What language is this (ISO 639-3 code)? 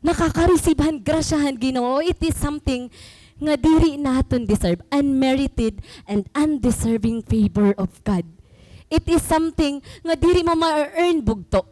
war